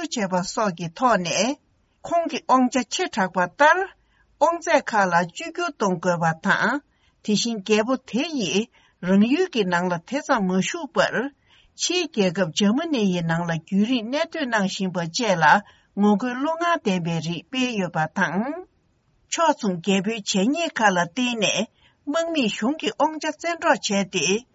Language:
Tibetan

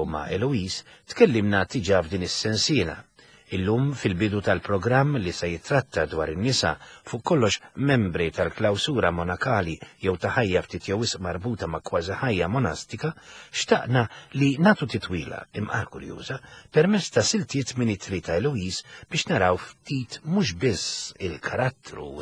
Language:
Maltese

